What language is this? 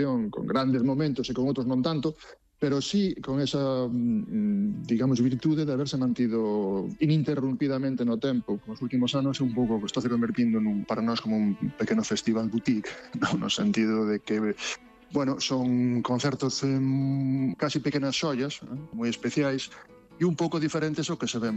Galician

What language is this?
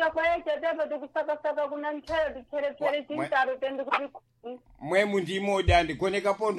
Sena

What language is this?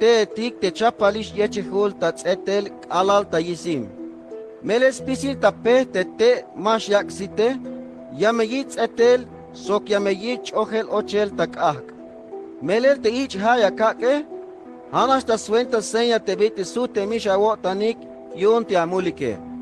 Tzeltal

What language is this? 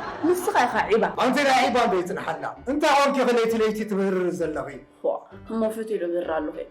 Tigrinya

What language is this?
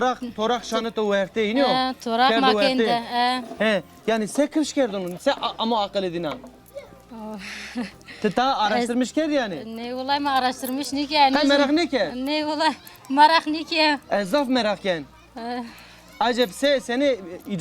Zaza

